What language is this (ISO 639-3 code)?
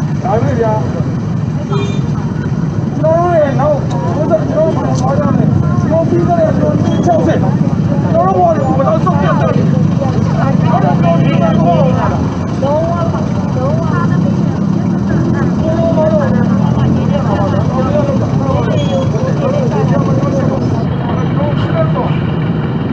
mya